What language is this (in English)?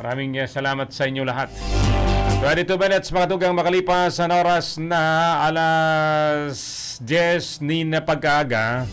Bikol